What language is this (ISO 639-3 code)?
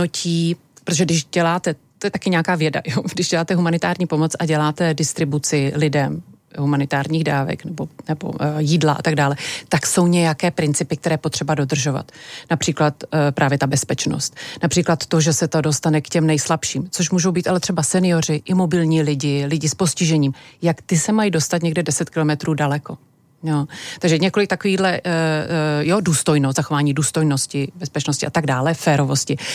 ces